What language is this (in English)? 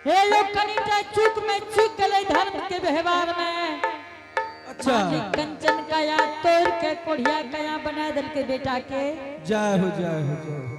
Angika